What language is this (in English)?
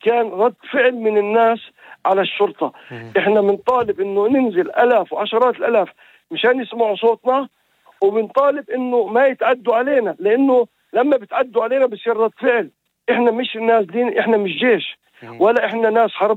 North Levantine Arabic